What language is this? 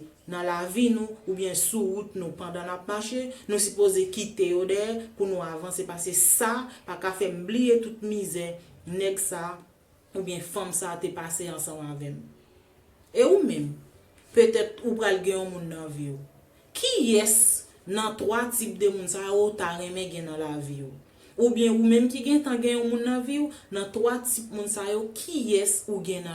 Haitian Creole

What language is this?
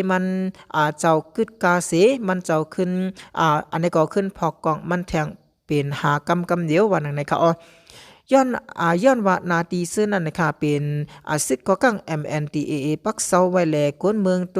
Shan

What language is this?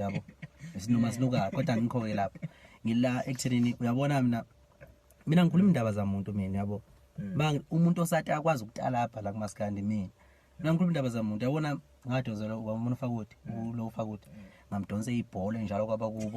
Zulu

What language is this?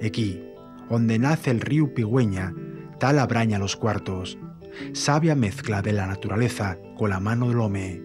Asturian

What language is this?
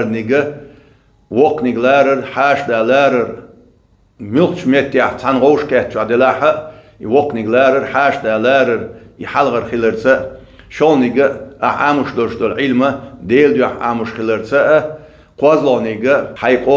Chechen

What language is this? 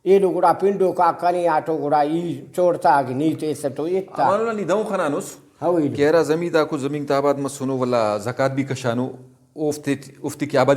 Brahui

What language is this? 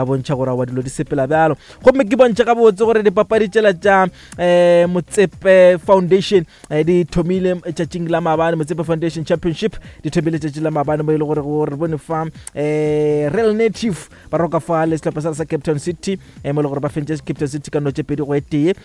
Northern Sotho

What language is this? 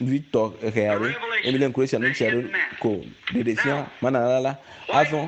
Ewe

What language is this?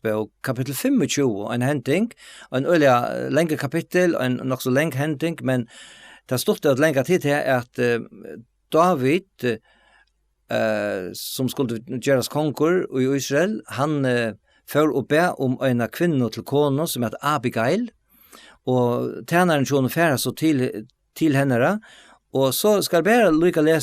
Faroese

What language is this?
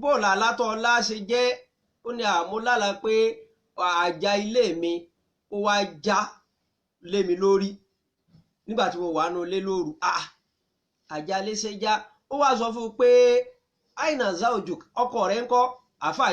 Yoruba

